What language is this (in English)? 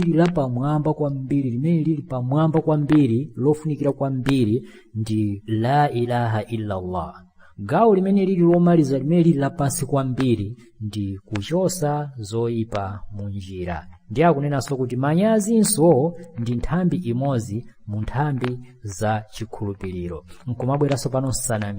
Nyanja